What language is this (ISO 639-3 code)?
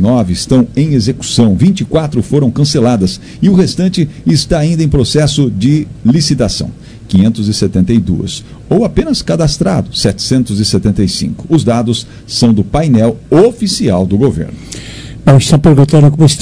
por